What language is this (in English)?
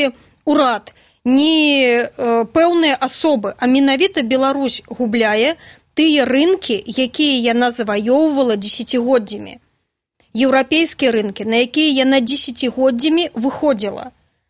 Belarusian